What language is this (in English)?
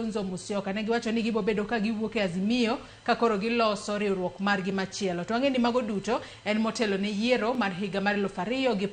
Luo (Kenya and Tanzania)